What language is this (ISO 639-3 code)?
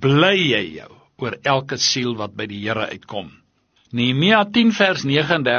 afr